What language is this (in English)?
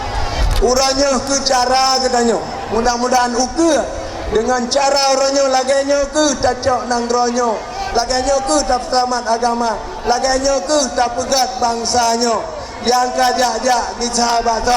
Achinese